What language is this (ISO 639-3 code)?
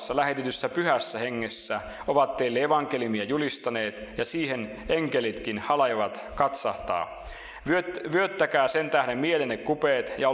fin